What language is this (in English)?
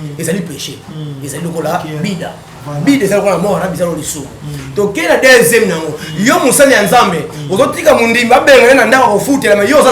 Lingala